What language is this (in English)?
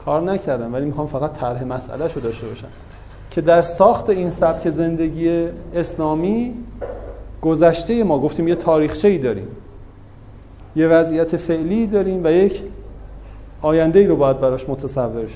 Persian